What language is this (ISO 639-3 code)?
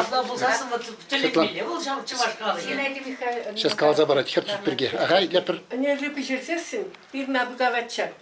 chv